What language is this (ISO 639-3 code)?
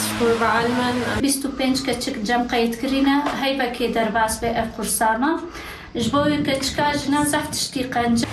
kur